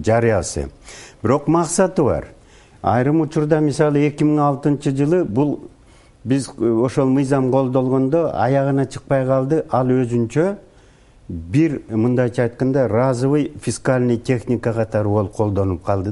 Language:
Kyrgyz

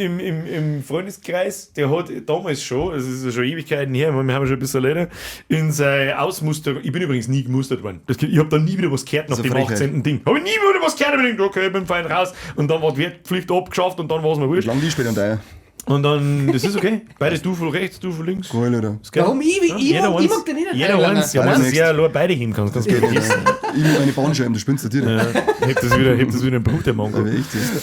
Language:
Bavarian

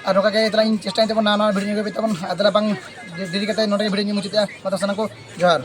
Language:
Santali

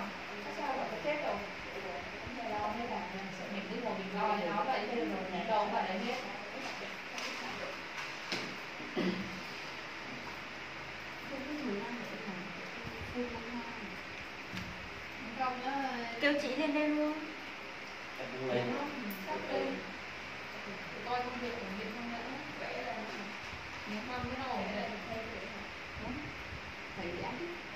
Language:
Vietnamese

